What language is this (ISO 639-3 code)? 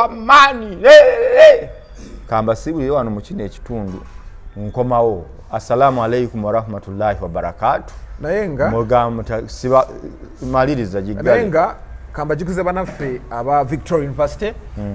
lug